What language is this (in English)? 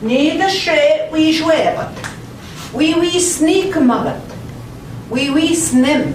Central Ojibwa